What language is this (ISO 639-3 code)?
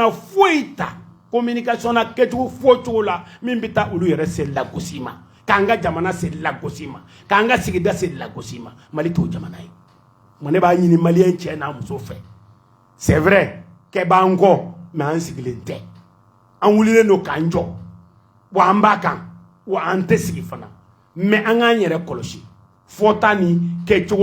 bam